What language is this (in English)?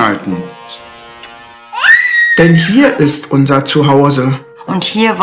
German